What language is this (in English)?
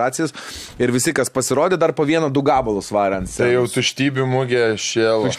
Lithuanian